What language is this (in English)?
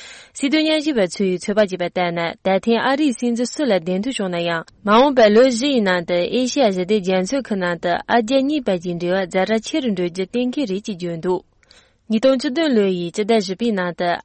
Tibetan